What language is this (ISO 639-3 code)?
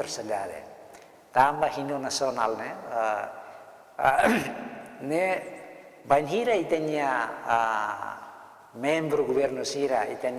tet